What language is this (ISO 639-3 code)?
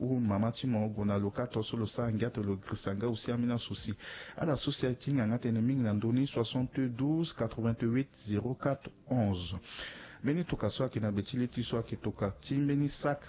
sag